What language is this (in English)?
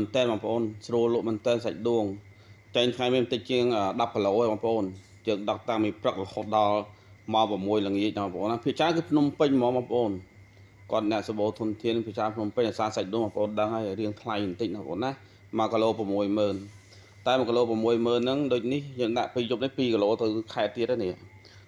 Khmer